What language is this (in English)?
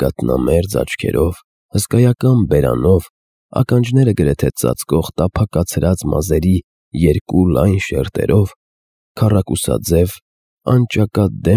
Armenian